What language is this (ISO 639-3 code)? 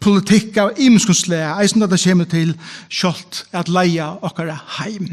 fao